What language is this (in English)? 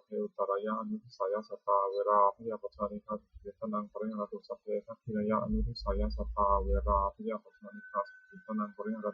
Pali